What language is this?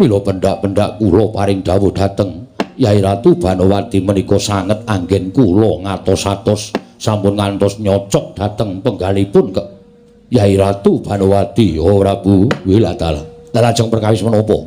Javanese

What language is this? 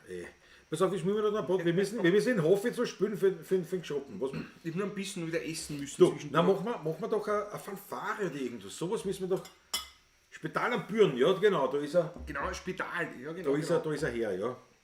Bavarian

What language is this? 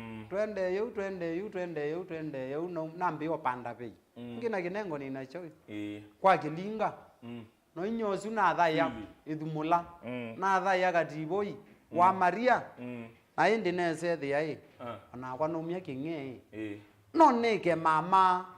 Kamba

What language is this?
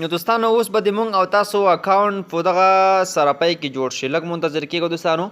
Pashto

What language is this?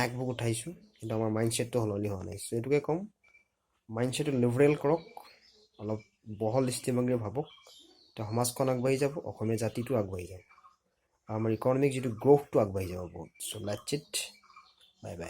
Assamese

